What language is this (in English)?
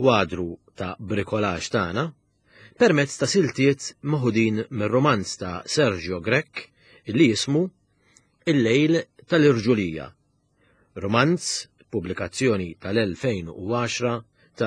Maltese